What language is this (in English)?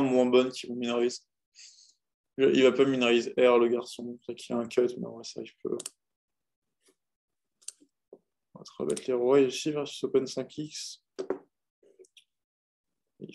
French